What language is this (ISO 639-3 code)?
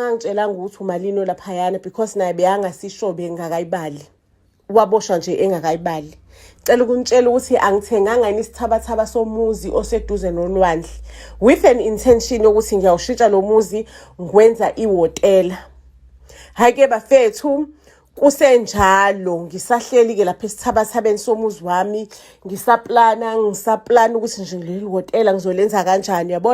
zul